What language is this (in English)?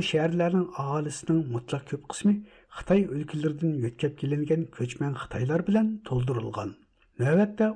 Uyghur